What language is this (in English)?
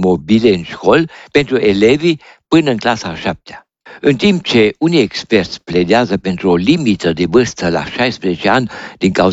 Romanian